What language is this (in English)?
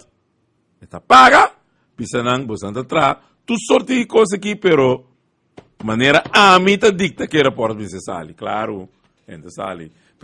Papiamento